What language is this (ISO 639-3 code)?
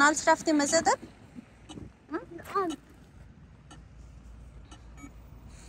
fas